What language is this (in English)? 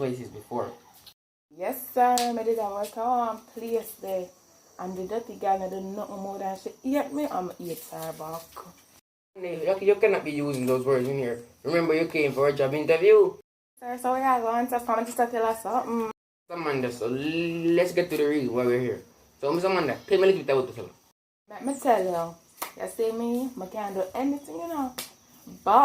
Jamaican Creole English